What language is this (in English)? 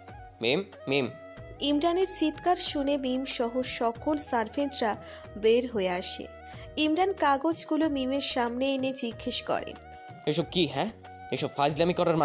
Bangla